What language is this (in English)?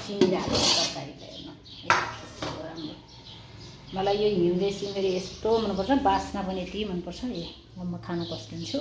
Nepali